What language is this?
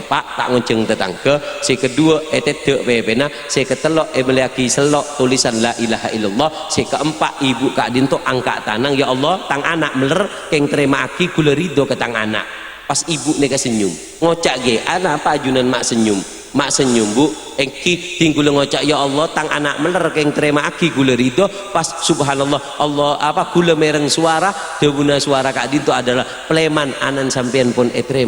Madurese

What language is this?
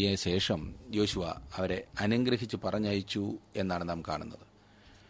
Malayalam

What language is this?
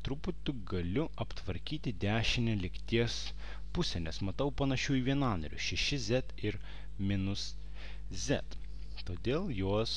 Lithuanian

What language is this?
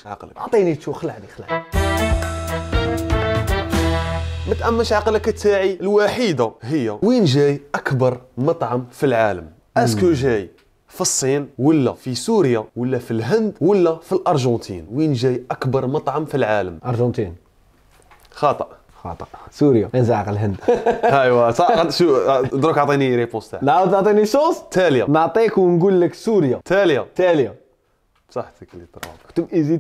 Algerian Arabic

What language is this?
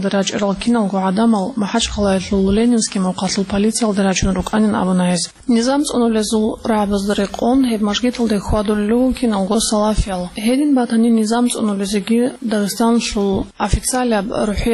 Avaric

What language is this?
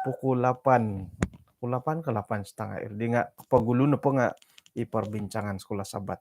Central Dusun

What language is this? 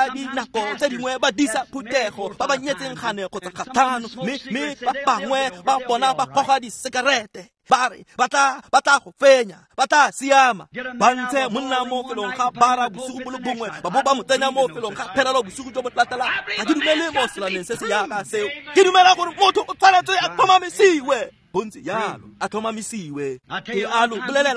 Tswana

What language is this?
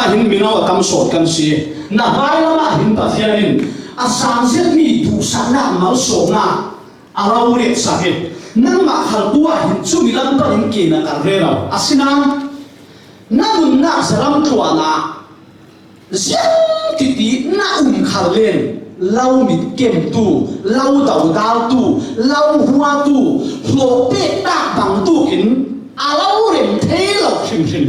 Falam Chin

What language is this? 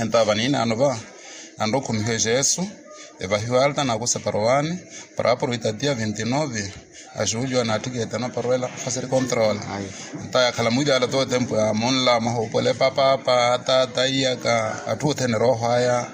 Makhuwa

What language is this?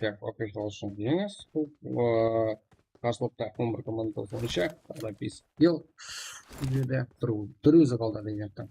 Kara-Kalpak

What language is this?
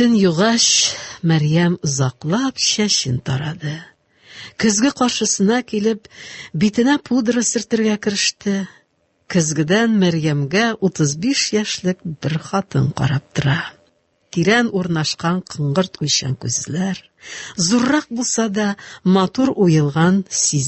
Tatar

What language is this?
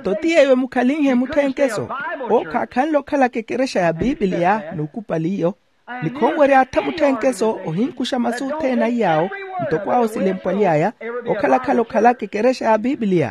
Makhuwa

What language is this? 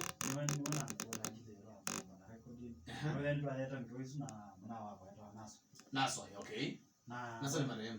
Kamba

